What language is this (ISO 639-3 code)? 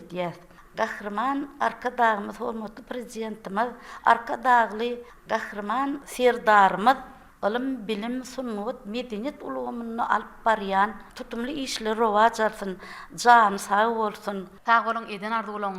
tuk